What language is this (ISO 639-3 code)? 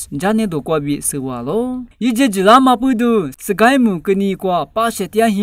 lis